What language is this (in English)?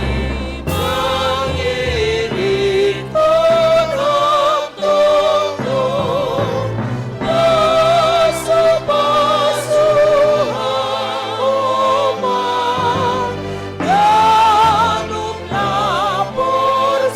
Batak Simalungun